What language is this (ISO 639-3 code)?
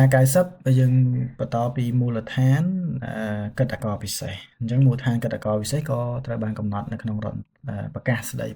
khm